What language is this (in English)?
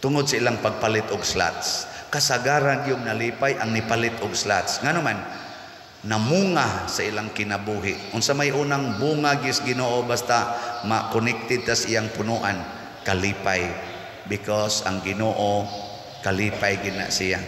Cebuano